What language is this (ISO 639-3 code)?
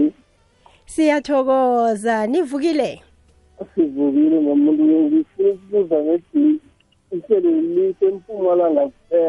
nbl